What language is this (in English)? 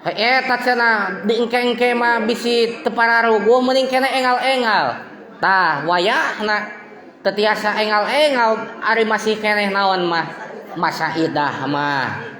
Sundanese